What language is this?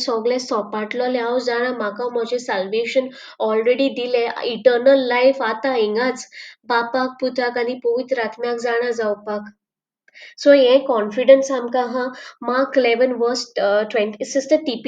Konkani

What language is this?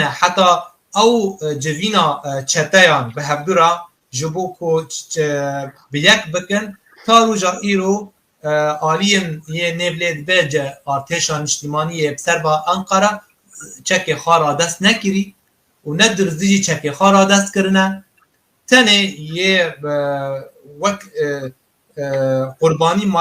Kurdish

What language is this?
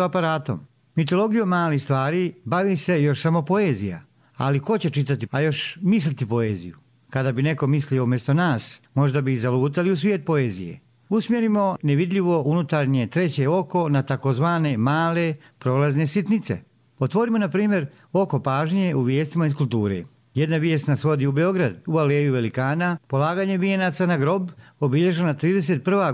Serbian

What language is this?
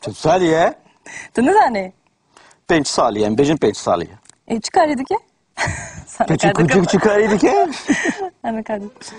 Kurdish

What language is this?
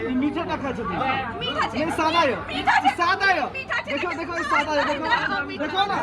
Maithili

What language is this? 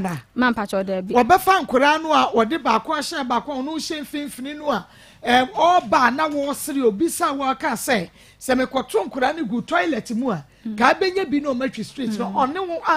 Akan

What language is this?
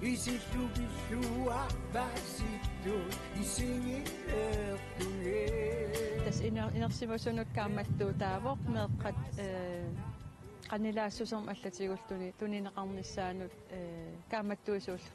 Kalaallisut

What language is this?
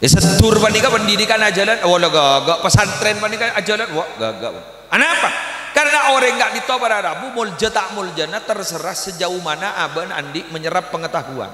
Madurese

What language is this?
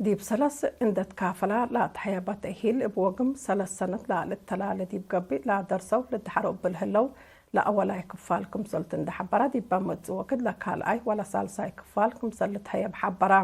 Tigre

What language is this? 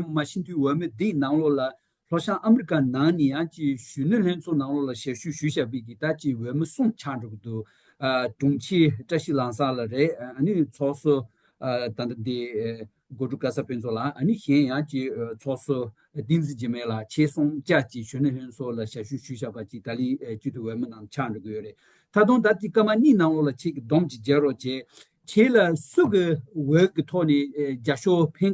Tibetan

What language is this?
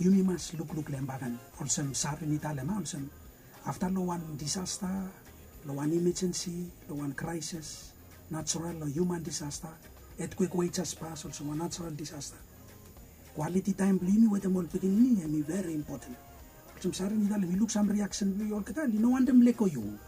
Bislama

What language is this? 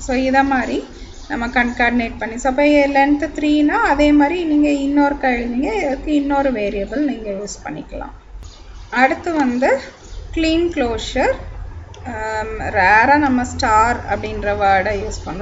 Tamil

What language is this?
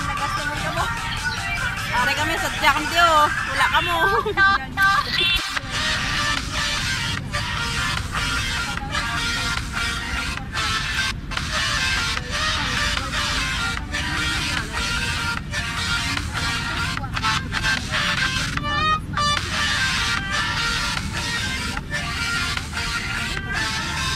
Filipino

